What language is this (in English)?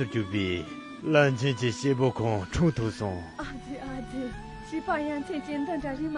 Khams Tibetan